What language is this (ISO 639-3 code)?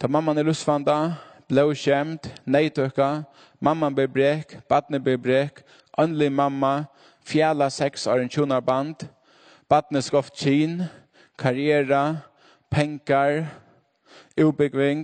fao